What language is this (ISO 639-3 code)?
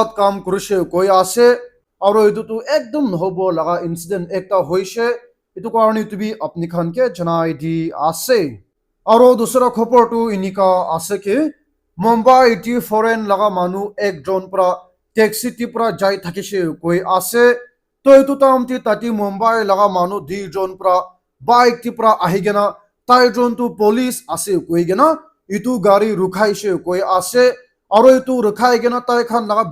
nag